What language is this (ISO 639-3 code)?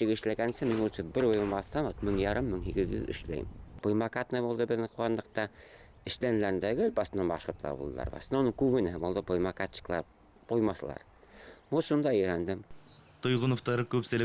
bak